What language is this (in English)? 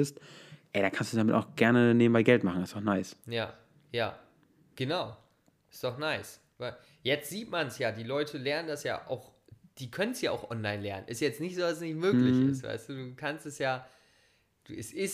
German